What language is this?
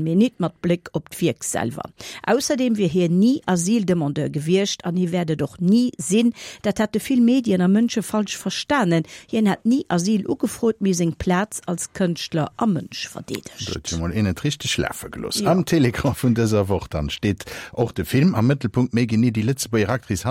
Luxembourgish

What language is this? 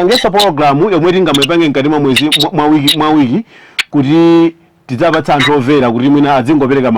Nyanja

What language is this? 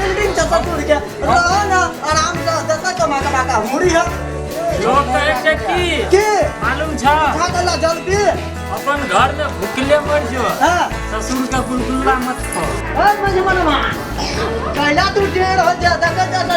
Maithili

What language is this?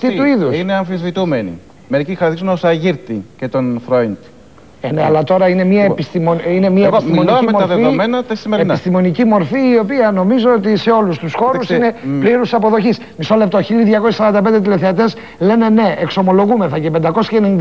Greek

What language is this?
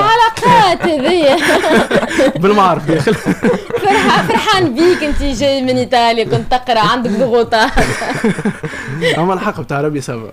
Tunisian Arabic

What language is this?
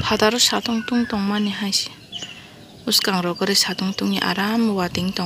Kok Borok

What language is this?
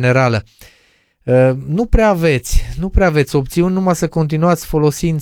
Romanian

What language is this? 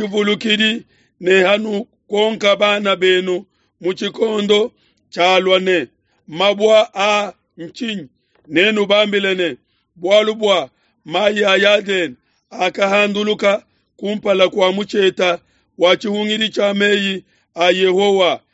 Luba-Lulua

